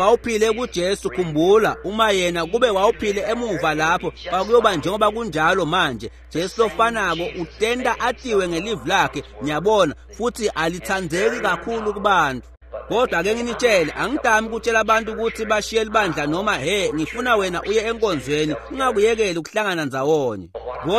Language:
Swati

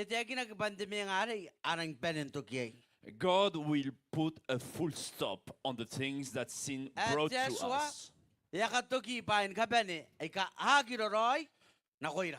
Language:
Gilbertese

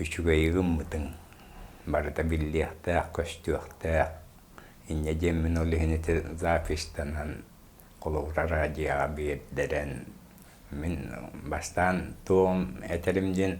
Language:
Yakut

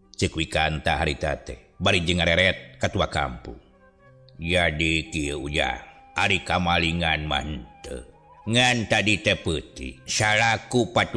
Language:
Sundanese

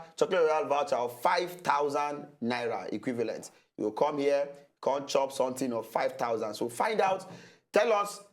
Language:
Nigerian Pidgin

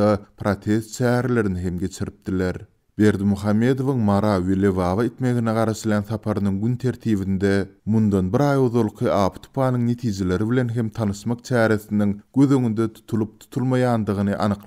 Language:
Turkmen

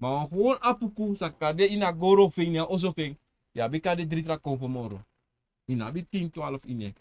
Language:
Sranan Tongo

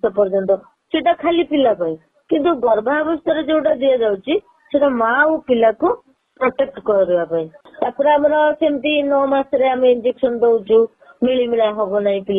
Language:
Odia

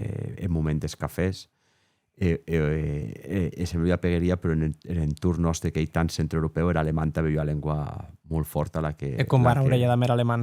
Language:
Occitan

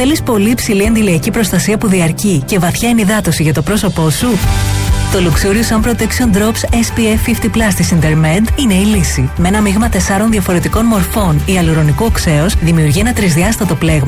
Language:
Greek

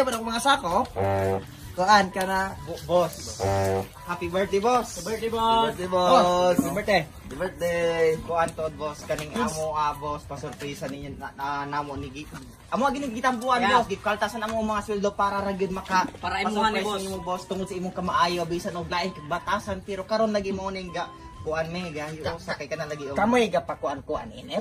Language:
Cebuano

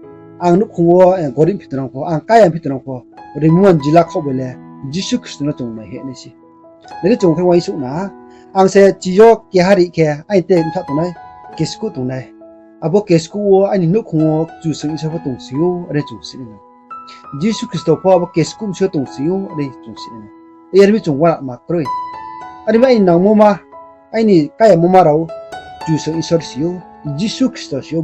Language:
Riang (India)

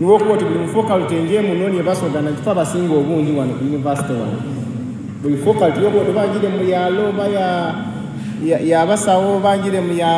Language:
Soga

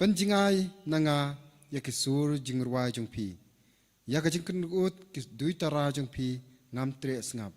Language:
Khasi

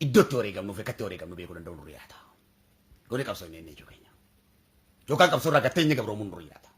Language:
Oromo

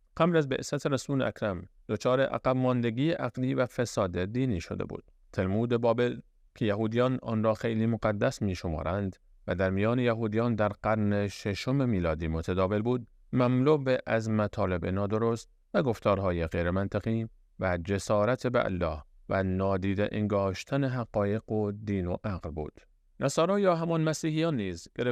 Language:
Persian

